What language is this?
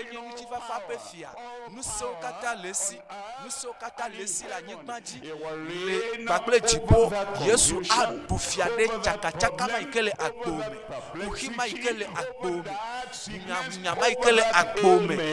Ewe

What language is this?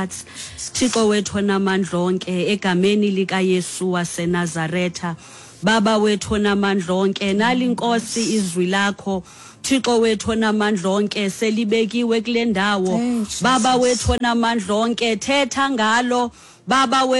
Xhosa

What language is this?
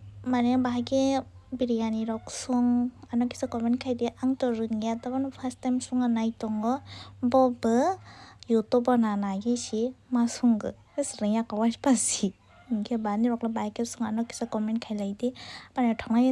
Kok Borok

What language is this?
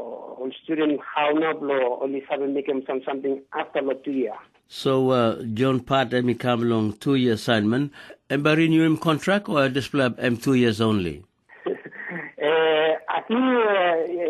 Tok Pisin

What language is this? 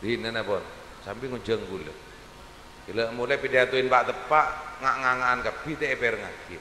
Madurese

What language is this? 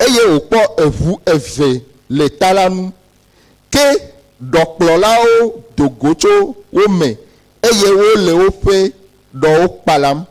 Ewe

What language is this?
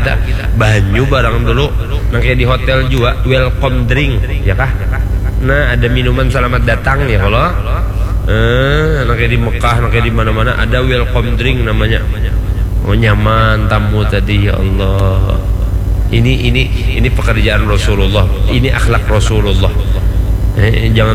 Banjar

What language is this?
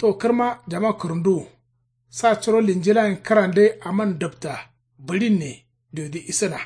Kanuri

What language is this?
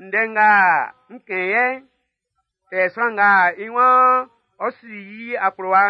Baoulé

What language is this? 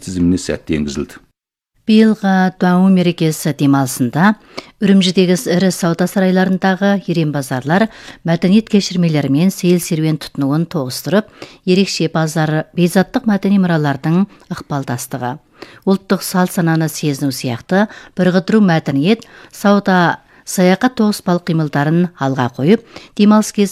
Kazakh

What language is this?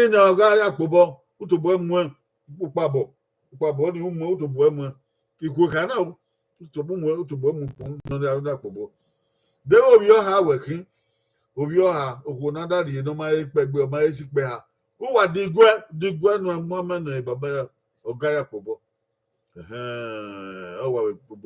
Bini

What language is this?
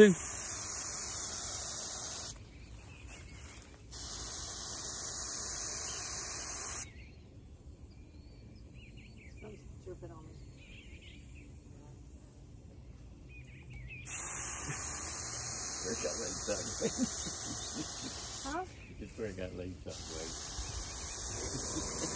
English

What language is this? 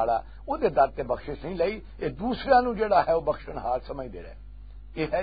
Western Panjabi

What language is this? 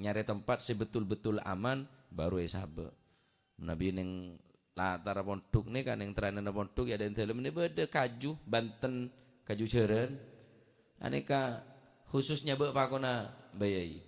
Madurese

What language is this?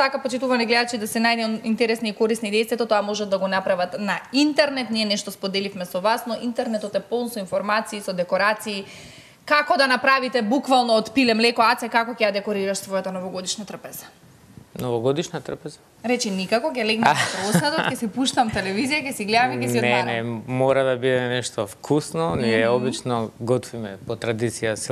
Macedonian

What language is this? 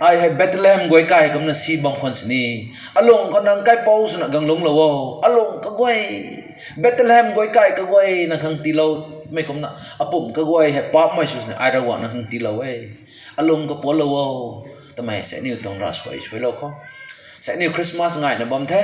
Rongmei Naga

